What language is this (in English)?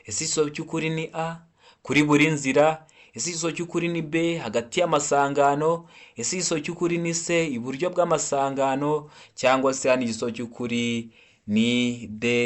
Kinyarwanda